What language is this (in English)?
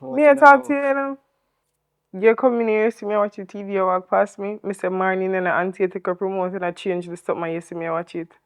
Jamaican Creole English